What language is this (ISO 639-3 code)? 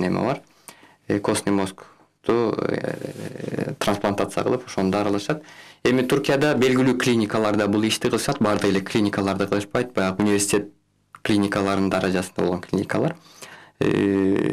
kir